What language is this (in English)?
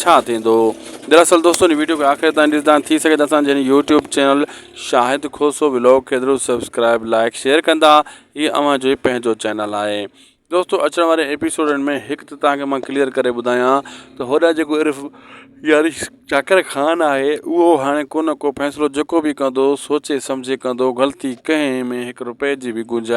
Sindhi